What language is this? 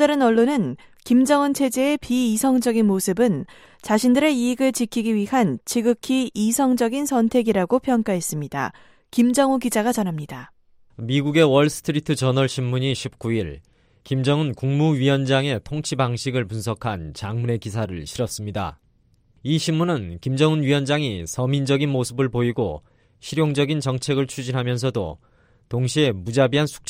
Korean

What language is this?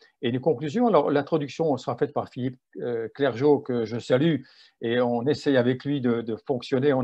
French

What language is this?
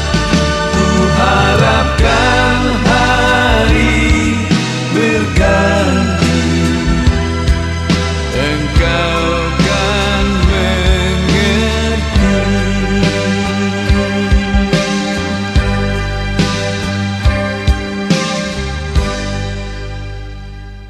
Indonesian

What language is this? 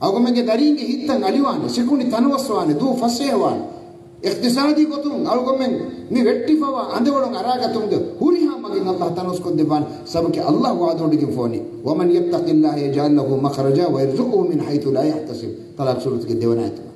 Divehi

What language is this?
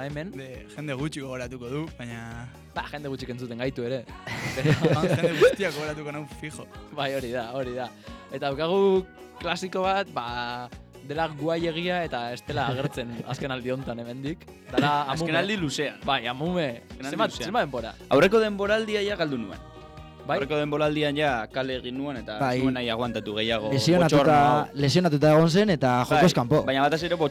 Basque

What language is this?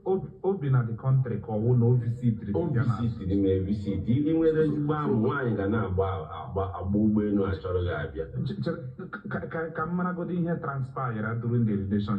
Igbo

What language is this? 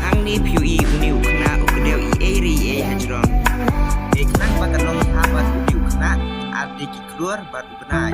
Khasi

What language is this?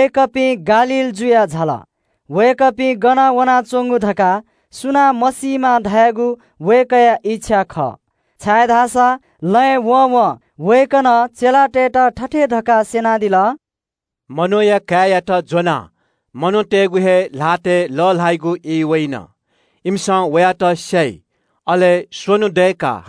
Newari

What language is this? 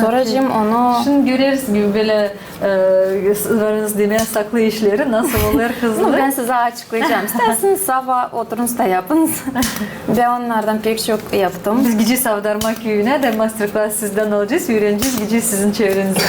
Gagauz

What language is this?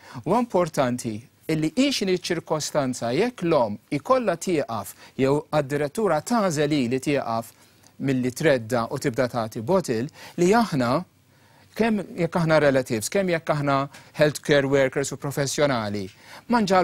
Maltese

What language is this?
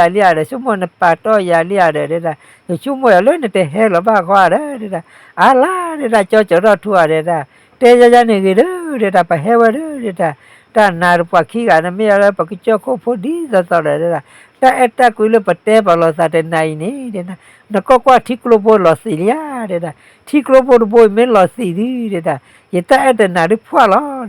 S'gaw Karen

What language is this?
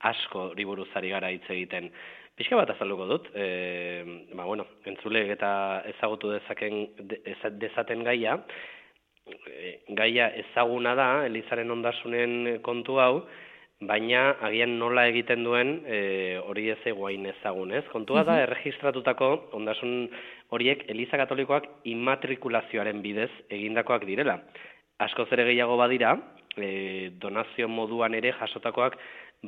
Basque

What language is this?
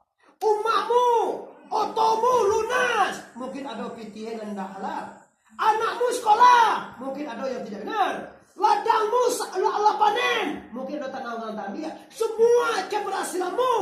Minangkabau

